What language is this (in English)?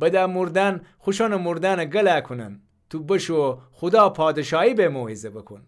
Gilaki